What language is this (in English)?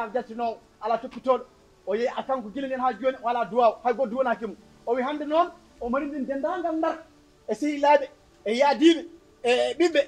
Fula